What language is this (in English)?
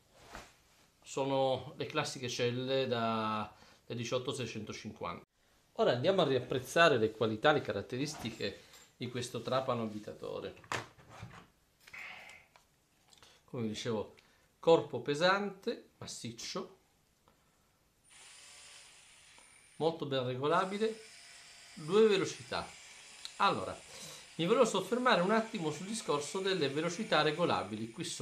Italian